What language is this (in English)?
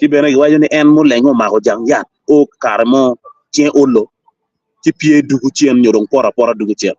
Acoli